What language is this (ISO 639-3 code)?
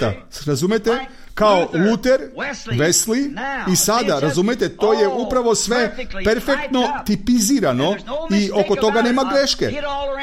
srp